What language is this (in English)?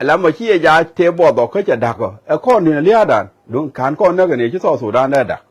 Nuer